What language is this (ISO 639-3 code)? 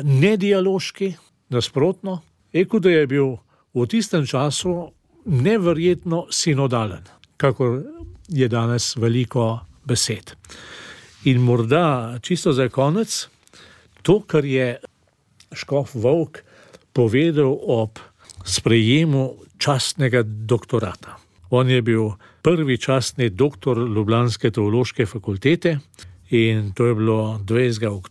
slv